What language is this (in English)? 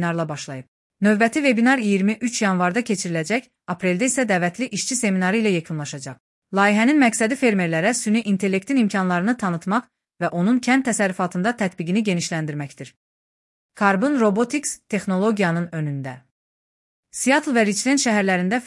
Azerbaijani